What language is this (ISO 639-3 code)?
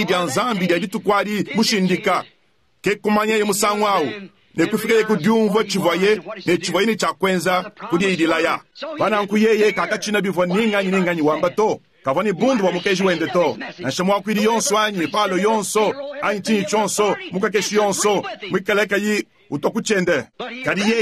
lua